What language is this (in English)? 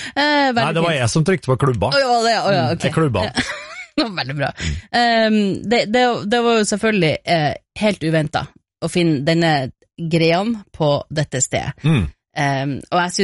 Norwegian